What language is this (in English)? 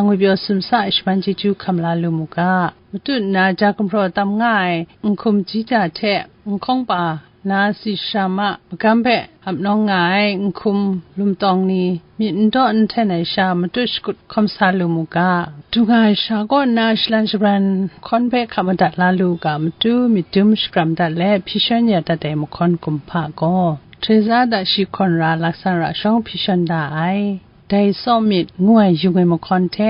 Kachin